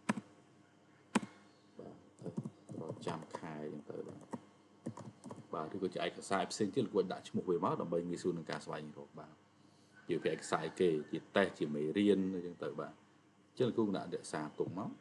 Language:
Khmer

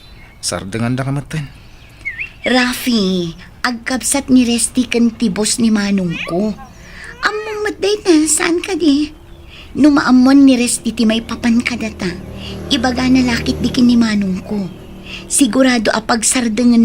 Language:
Iloko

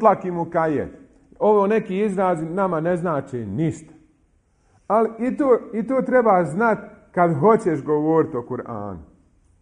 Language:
Bosnian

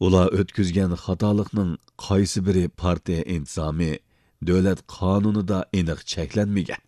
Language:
Uyghur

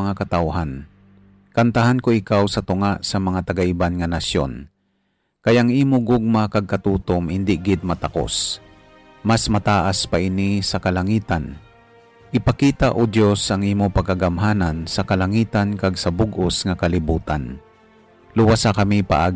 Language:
Hiligaynon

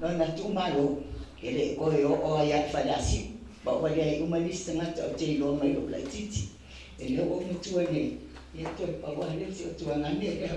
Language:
Samoan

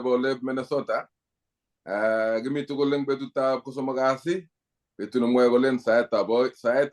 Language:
Kalenjin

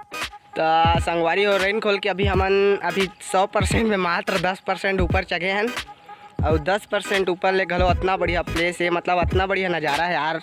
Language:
Chhattisgarhi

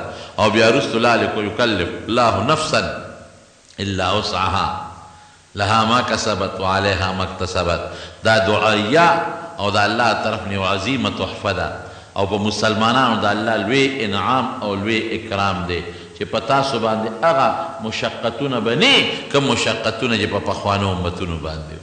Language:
Pashto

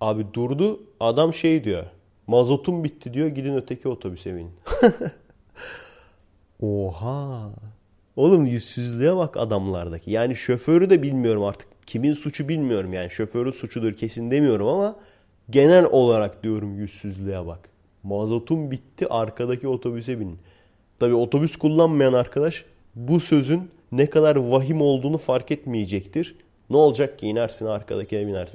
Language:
Turkish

